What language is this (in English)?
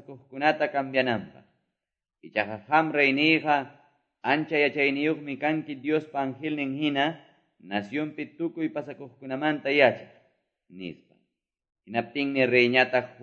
Quechua